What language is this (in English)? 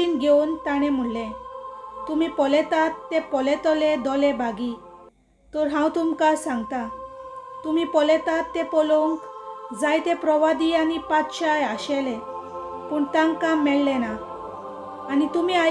Konkani